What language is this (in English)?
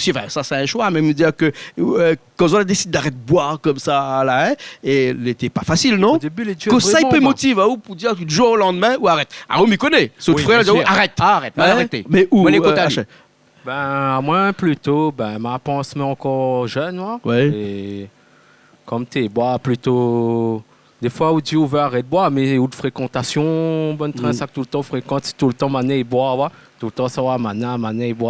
Réunion Creole French